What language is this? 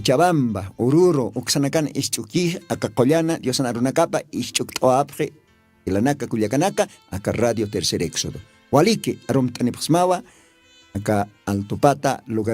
Aymara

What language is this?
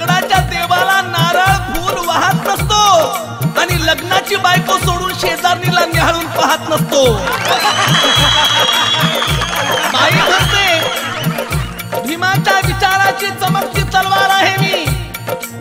Marathi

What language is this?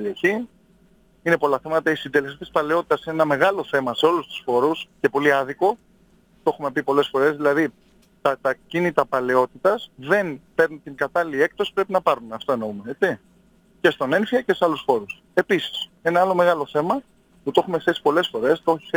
Greek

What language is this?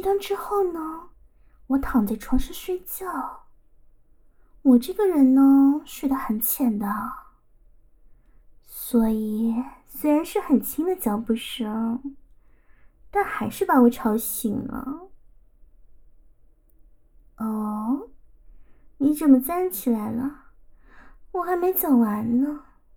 Chinese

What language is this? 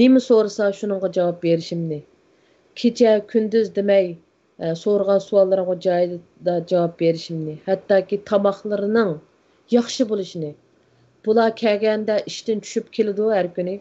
Uyghur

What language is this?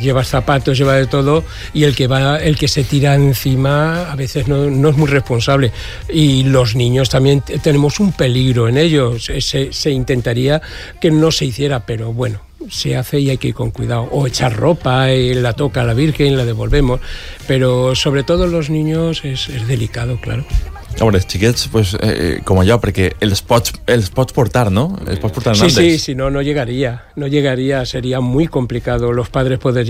Catalan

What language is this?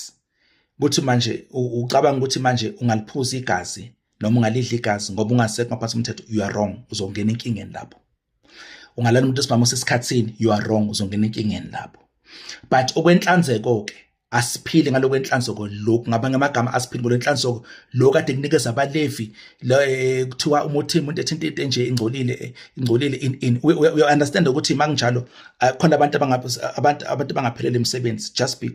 Zulu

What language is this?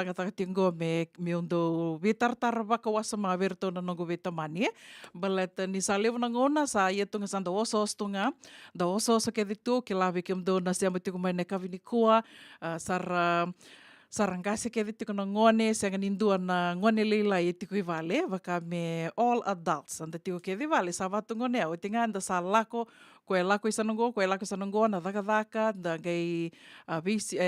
Fijian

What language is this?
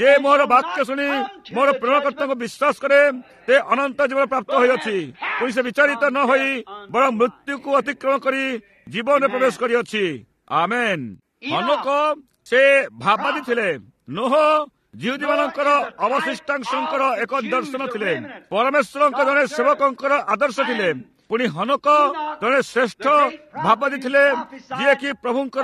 Odia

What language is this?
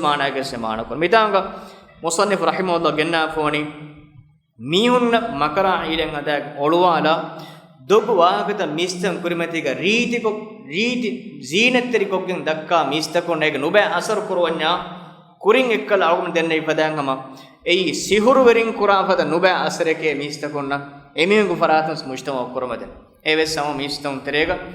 Divehi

